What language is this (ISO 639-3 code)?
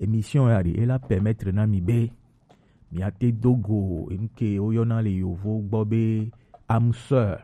gej